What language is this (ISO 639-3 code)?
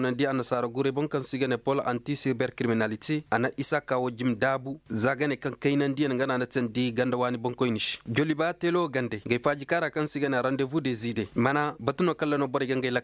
ses